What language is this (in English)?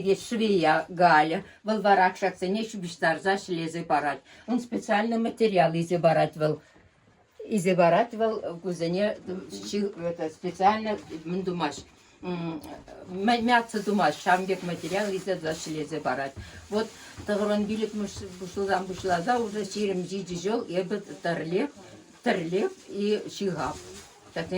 Chuvash